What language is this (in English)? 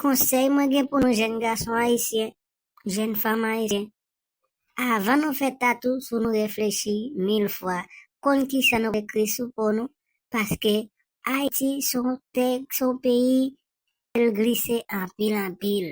Haitian Creole